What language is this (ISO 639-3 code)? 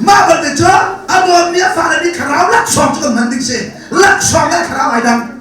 cnh